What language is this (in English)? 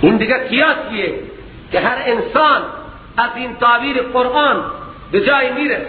Persian